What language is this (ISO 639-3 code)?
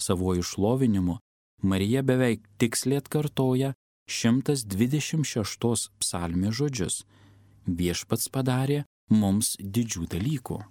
lit